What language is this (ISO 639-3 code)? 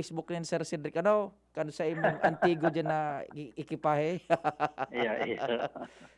bik